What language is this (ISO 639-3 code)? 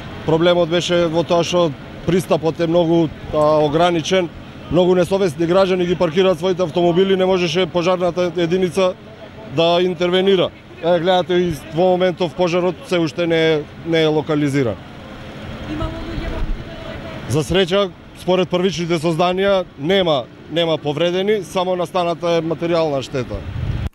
mkd